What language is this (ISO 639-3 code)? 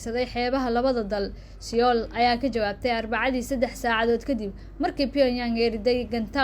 som